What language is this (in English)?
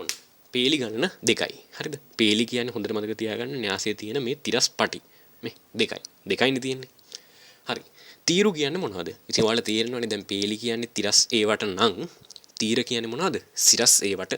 Sinhala